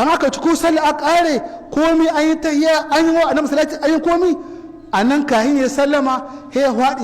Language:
Hausa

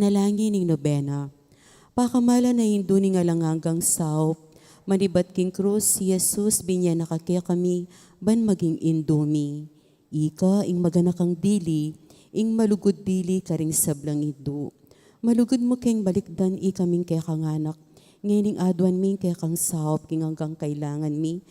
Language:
Pampanga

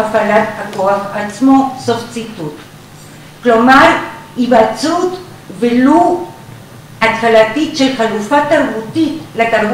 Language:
Hebrew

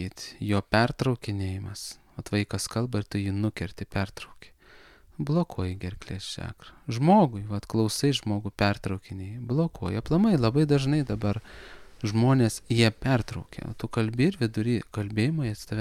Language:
Lithuanian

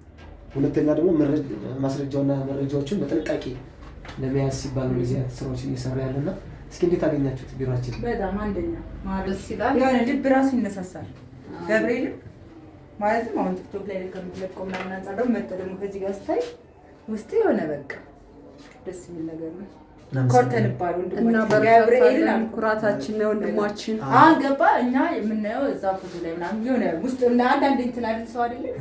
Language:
Amharic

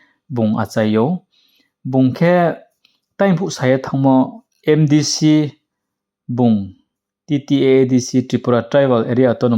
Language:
Riang (India)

